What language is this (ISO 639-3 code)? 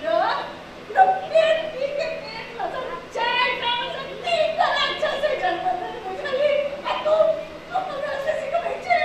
mai